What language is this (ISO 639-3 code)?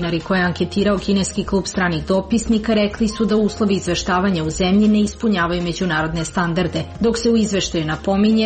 srp